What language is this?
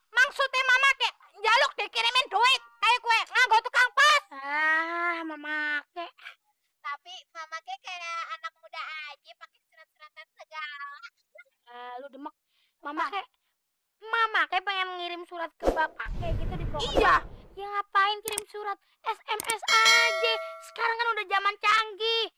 Betawi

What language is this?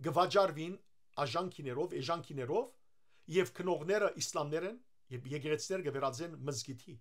Western Armenian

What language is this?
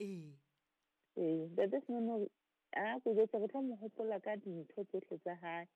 Southern Sotho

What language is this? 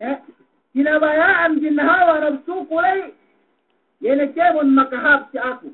Yakan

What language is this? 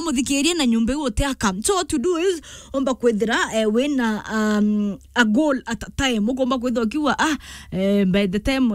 Meru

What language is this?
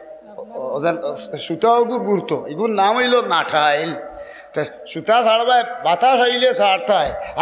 Sylheti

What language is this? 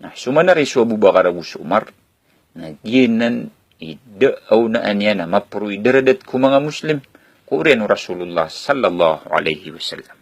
Maranao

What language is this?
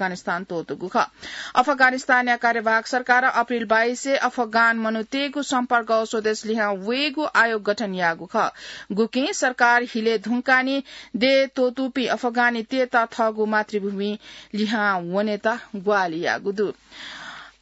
Newari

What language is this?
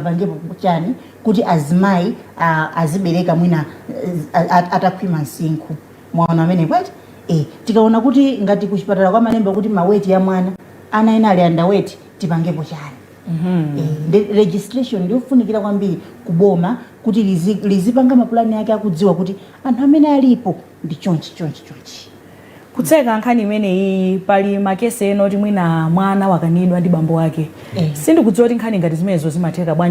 Nyanja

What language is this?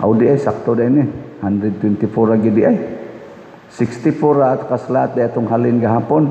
Cebuano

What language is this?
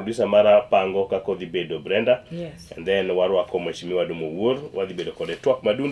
Luo (Kenya and Tanzania)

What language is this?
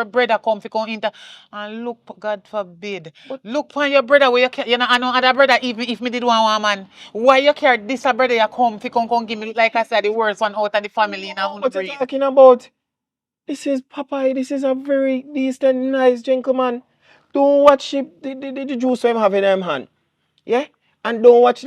Jamaican Creole English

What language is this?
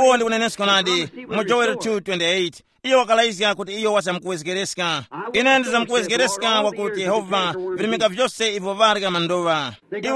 Tumbuka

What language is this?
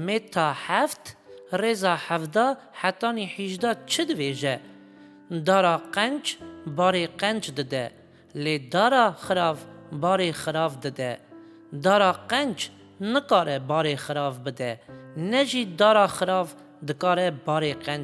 Kurdish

